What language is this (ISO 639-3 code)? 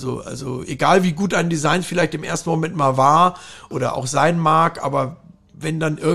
deu